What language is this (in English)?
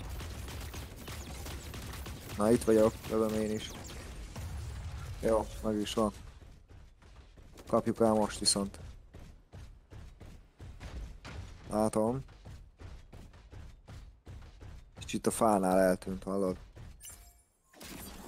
Hungarian